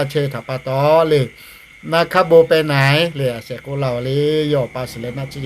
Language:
Lahu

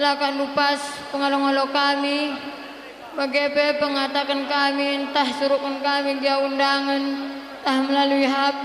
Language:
Batak Karo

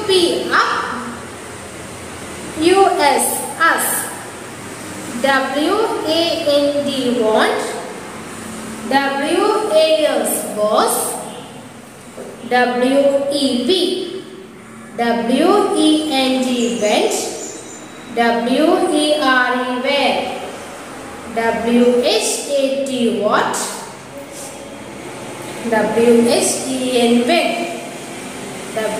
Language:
Malayalam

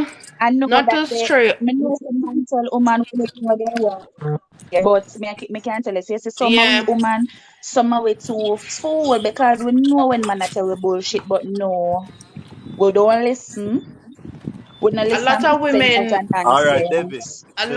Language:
Jamaican Creole English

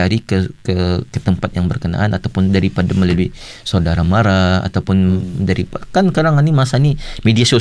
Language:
Malay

